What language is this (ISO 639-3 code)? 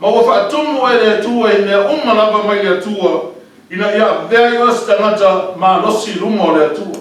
smo